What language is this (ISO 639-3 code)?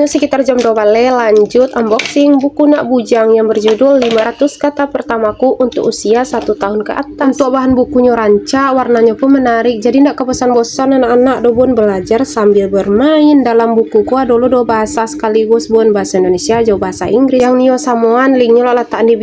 min